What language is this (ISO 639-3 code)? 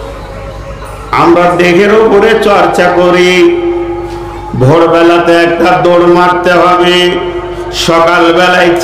ben